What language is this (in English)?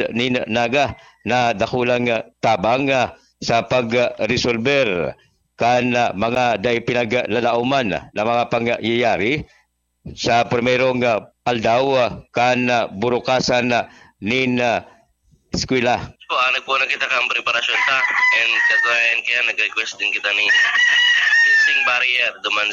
Bikol